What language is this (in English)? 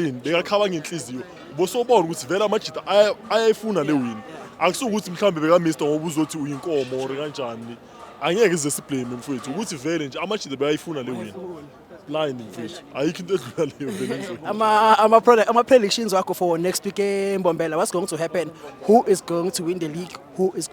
Zulu